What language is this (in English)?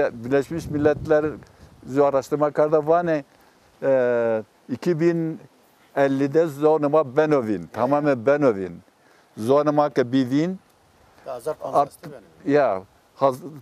Zaza